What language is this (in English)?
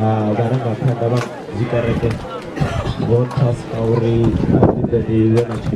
Venda